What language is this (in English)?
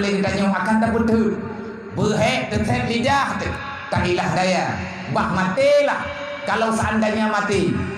Achinese